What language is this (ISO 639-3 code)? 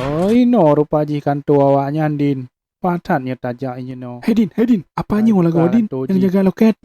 ace